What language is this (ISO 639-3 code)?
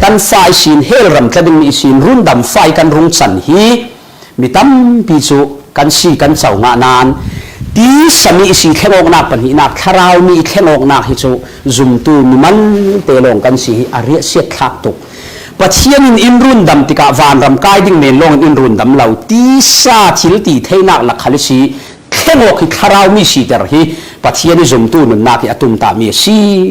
cfm